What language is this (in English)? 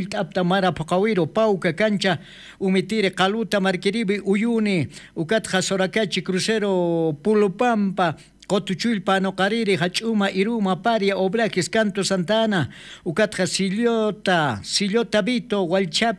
Aymara